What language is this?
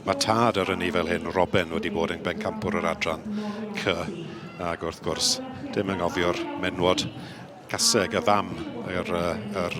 Welsh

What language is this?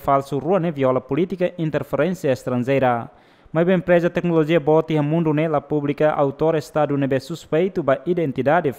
Tetum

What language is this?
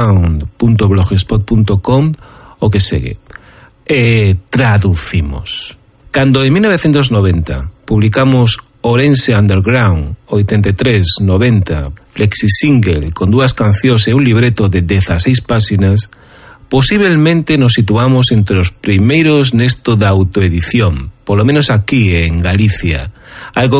Galician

